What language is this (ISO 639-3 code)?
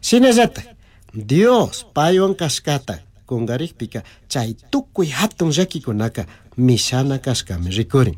qug